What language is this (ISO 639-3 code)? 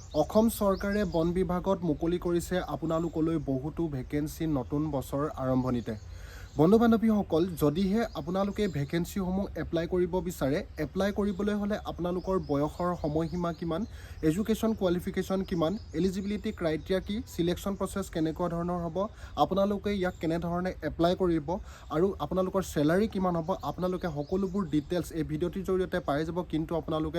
asm